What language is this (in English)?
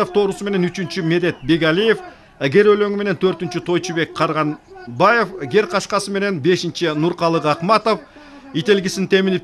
Kyrgyz